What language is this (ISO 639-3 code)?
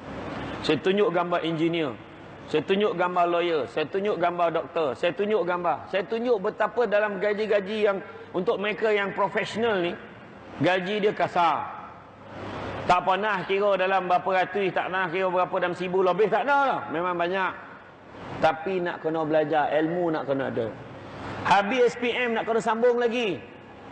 msa